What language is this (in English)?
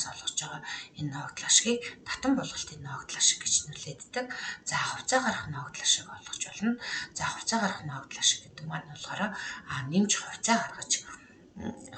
Mongolian